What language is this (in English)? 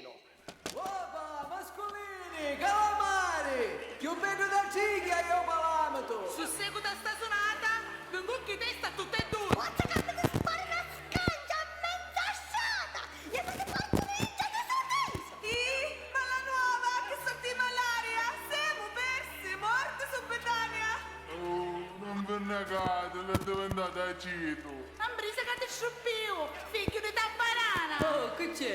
Sicilian